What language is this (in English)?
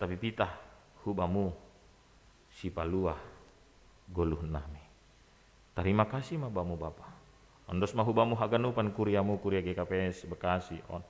Batak Simalungun